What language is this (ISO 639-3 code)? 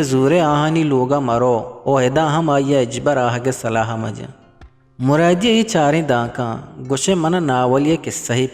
bgp